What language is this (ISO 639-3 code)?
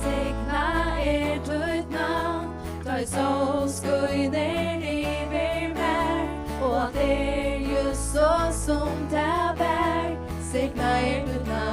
fao